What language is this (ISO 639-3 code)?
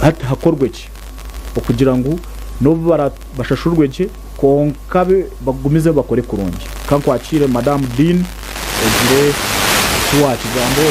nyn